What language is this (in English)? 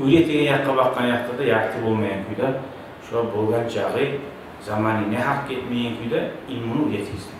Kumyk